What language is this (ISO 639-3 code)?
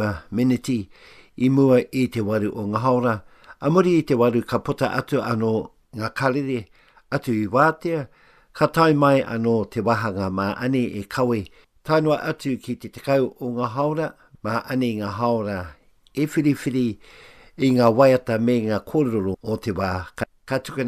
mri